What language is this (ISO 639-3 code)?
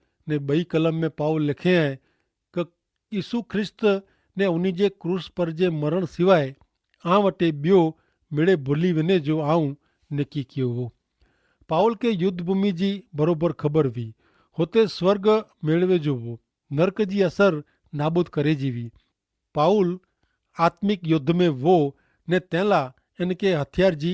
kfr